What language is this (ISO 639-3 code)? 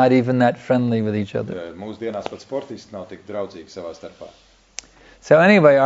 lav